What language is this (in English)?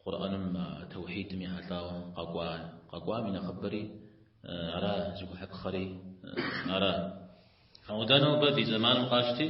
Kabardian